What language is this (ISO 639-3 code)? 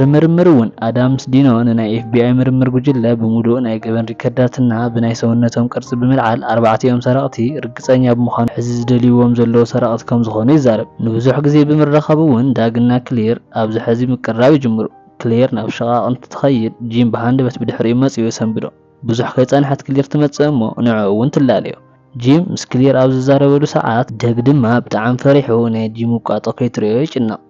tir